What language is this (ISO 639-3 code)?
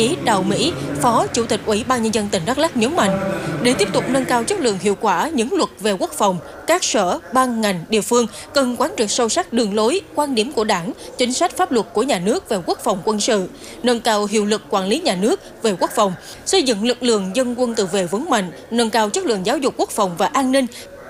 vie